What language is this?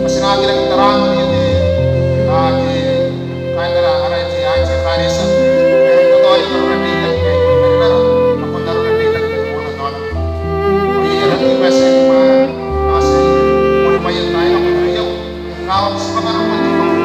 Gilbertese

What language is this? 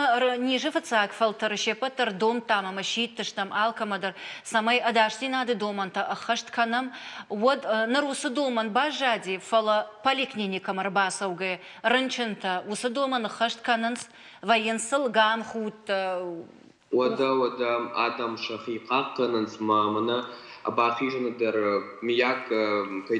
Ossetic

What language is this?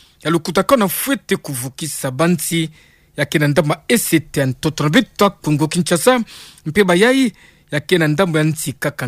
Kituba (Democratic Republic of Congo)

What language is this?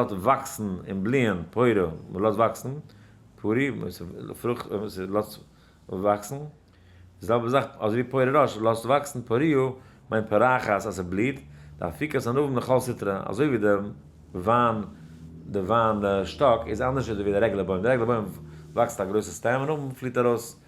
Yiddish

